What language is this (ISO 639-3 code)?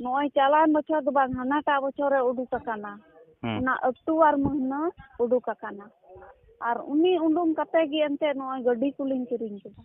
sat